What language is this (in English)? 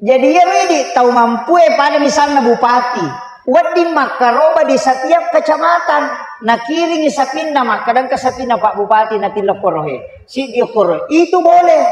Buginese